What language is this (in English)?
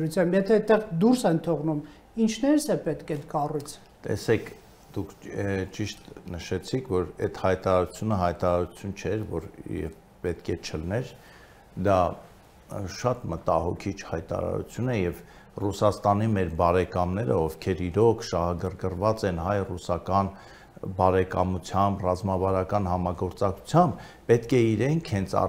Armenian